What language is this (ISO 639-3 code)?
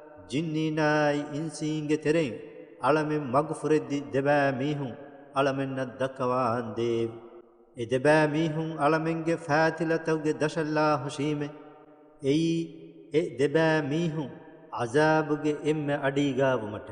div